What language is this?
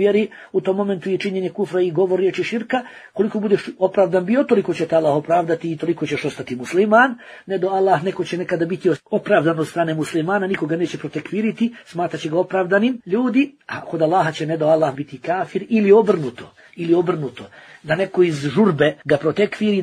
Bosnian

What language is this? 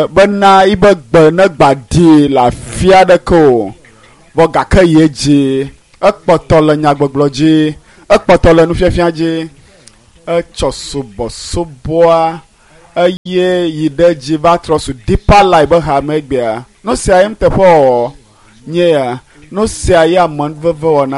Ewe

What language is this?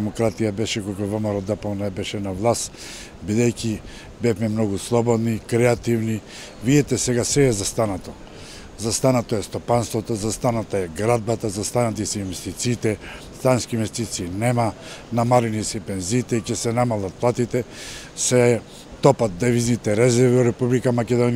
Macedonian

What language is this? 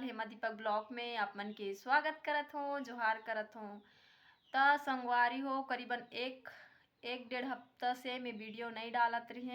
Chhattisgarhi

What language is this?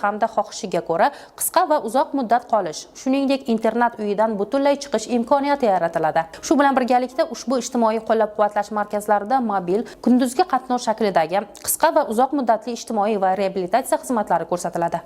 Uzbek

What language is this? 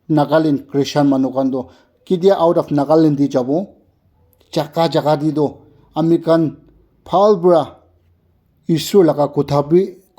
Naga Pidgin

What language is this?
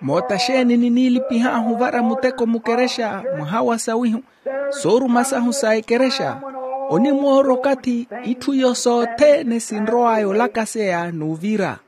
Makhuwa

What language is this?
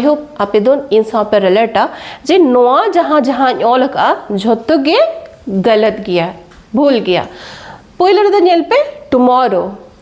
Santali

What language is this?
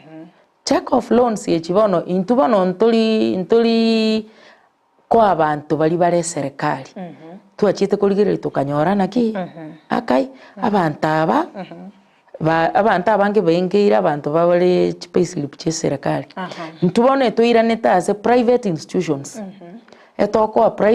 Gusii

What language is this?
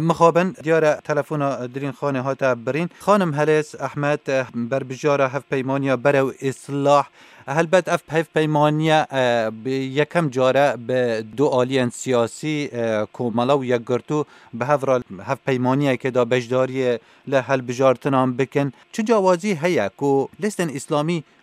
Kurdish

